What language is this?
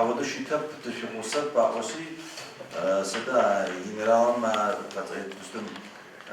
Adyghe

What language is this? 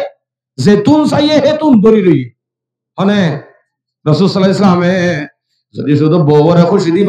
Rohingya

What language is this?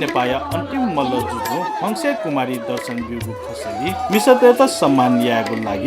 Newari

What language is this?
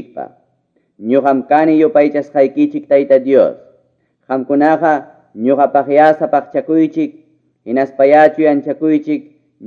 Quechua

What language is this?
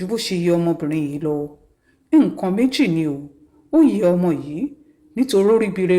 Yoruba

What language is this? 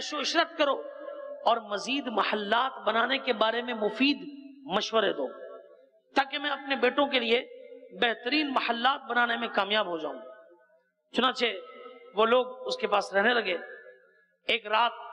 Urdu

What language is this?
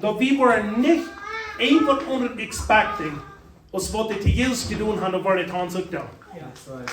Plautdietsch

